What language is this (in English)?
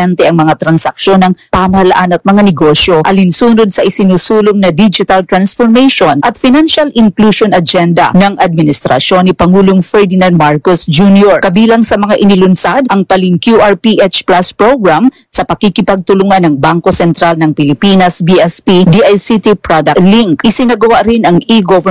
Filipino